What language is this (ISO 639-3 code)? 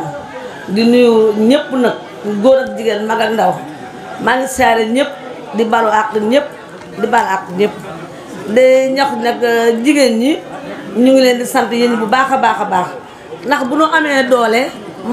wol